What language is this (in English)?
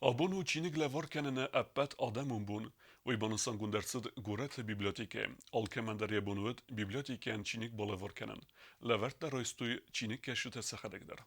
Ossetic